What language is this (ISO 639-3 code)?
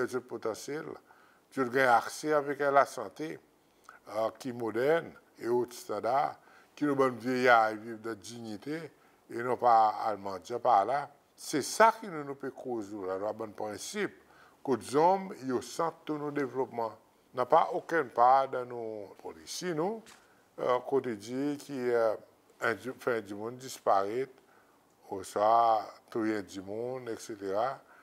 crs